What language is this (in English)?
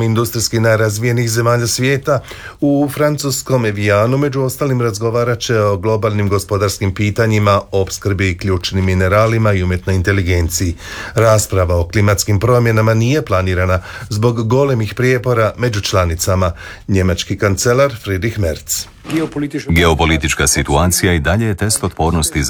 Croatian